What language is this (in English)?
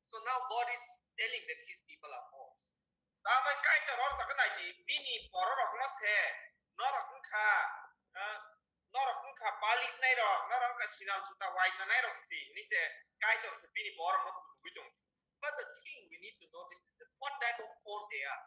Kok Borok